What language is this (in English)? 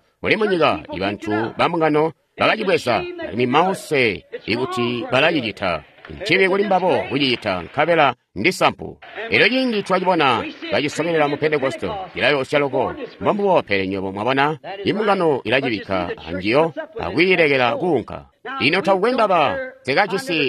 Tonga (Zambia)